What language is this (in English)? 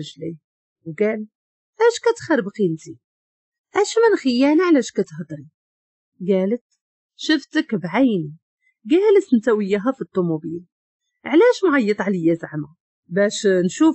Moroccan Arabic